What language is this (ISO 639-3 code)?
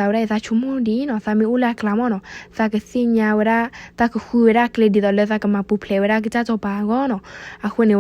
ksw